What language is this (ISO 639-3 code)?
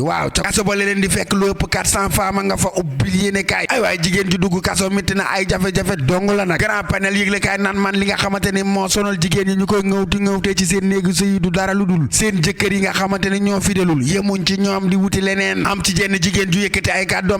wol